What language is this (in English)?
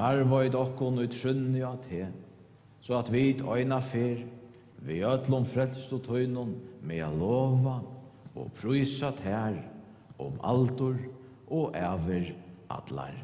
Faroese